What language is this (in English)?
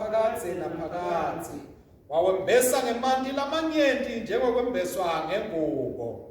Swati